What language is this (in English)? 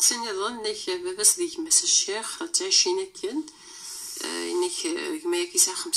Kabyle